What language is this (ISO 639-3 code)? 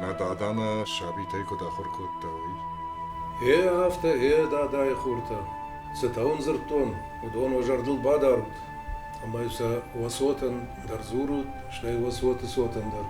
oss